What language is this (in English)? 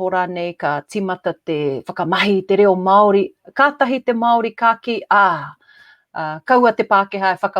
Māori